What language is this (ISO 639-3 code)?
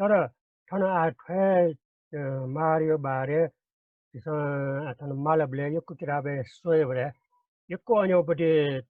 new